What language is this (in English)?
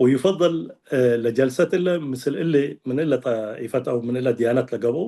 Tigre